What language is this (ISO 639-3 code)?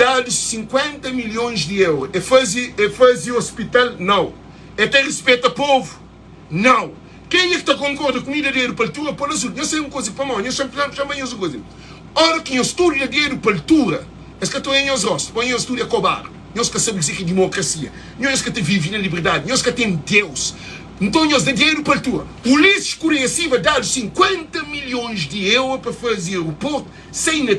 kea